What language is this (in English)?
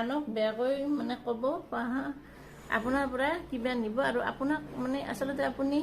Assamese